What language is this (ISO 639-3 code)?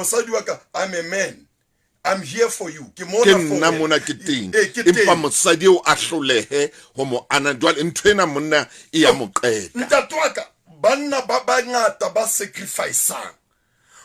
sot